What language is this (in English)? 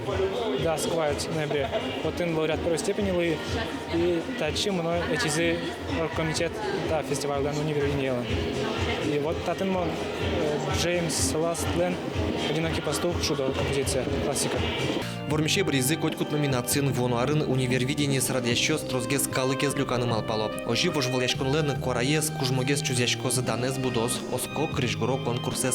Udmurt